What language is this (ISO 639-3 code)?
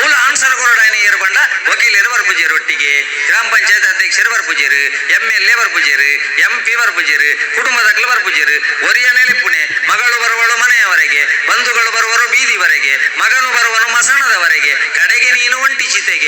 tcy